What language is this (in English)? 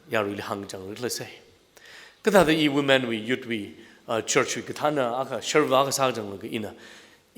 Tangkhul Naga (India)